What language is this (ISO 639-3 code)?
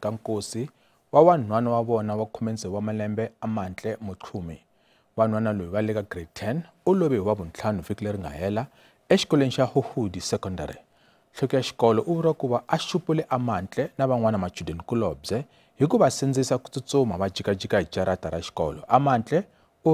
tso